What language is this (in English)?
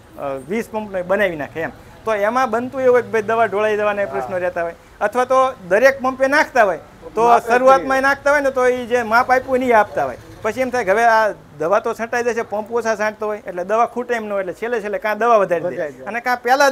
Gujarati